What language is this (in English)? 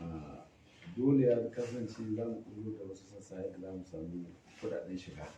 Hausa